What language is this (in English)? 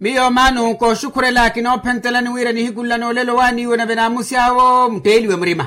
Makhuwa